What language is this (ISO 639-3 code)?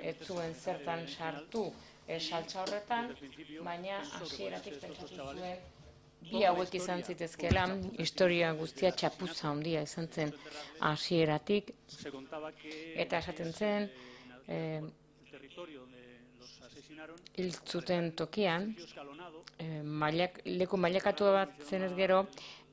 eus